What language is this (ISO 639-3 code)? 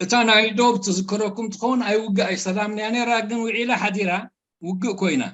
tir